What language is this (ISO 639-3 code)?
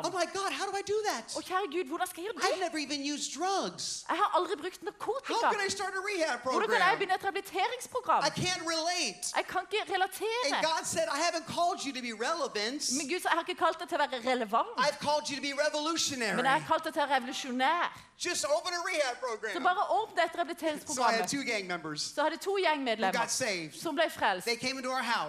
nor